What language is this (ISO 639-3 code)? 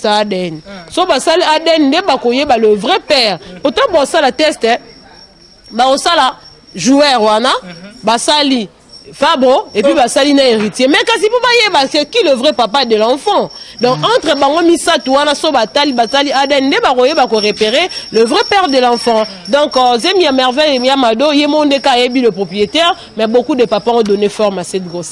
lin